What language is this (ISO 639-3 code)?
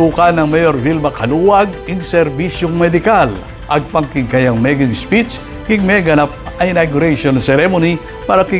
pam